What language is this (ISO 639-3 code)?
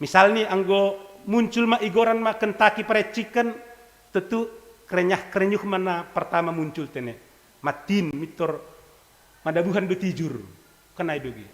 bts